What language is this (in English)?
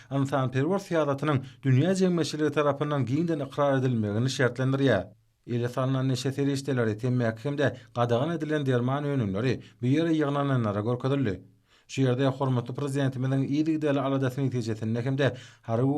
Turkmen